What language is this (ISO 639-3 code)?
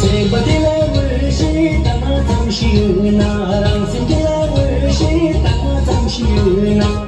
bod